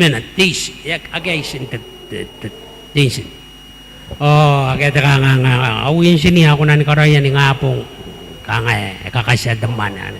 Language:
Gilbertese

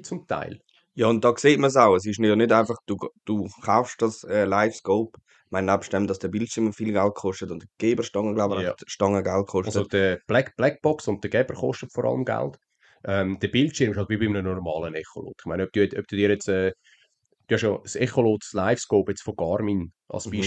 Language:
Swiss German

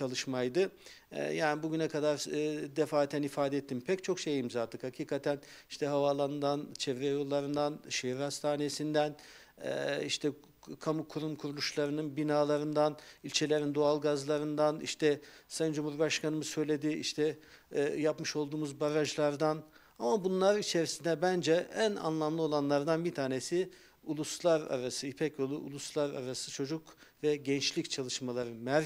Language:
Turkish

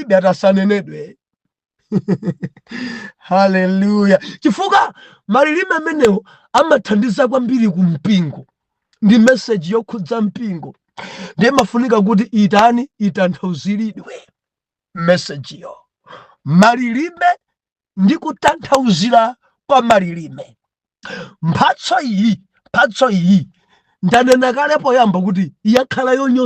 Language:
Nyanja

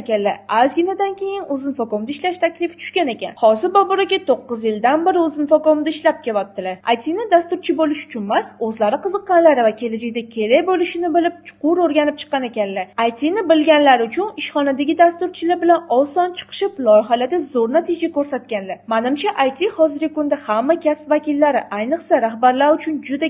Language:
Uzbek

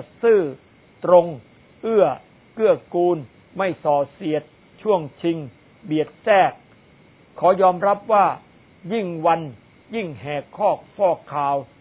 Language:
Thai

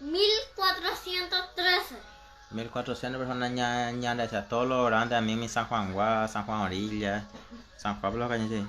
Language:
Guarani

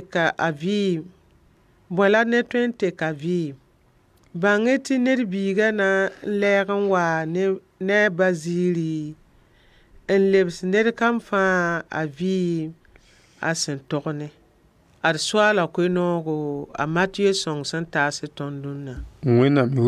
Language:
Mossi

